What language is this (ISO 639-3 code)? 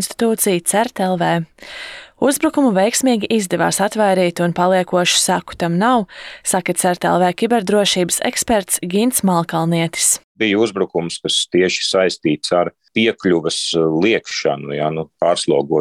lav